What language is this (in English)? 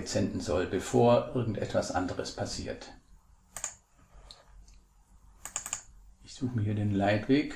German